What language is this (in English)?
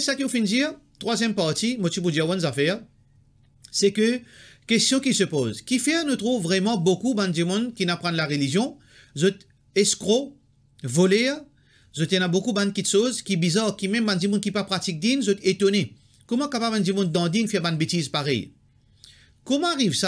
Morisyen